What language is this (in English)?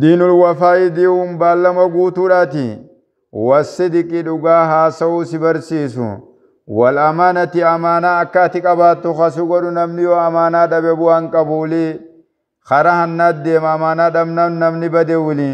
Oromo